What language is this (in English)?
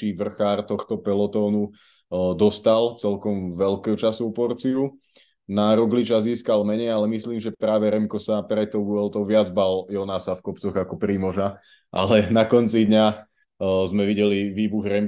Slovak